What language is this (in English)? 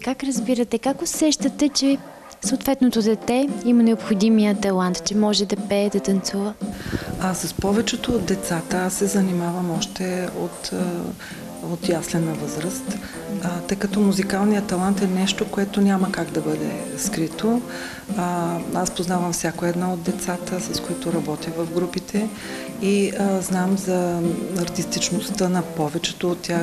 Bulgarian